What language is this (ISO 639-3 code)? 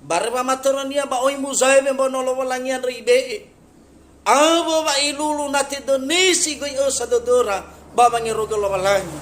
nia